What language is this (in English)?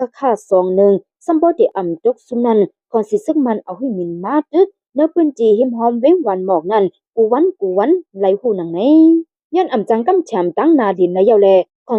Shan